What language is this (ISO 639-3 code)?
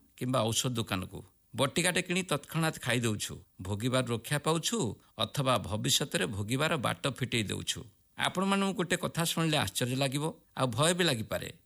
ori